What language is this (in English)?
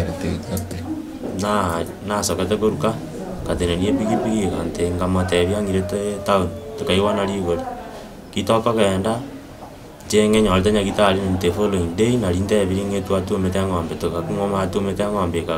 Gusii